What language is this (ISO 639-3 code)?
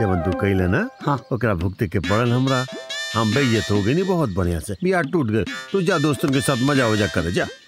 bho